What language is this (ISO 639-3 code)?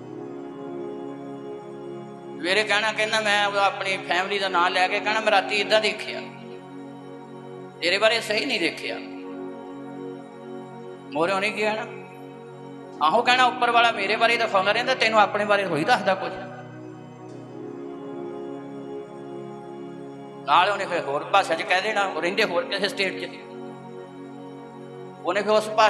pan